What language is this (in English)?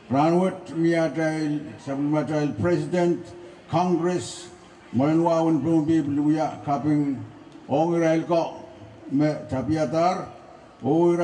Pohnpeian